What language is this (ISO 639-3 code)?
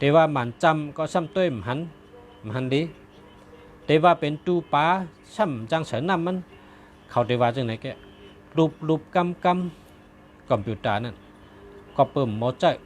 shn